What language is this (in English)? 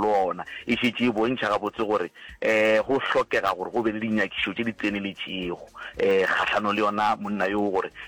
Northern Sotho